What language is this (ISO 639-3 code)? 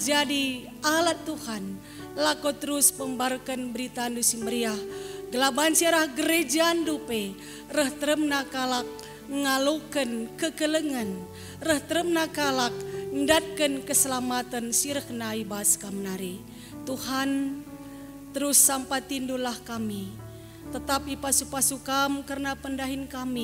btx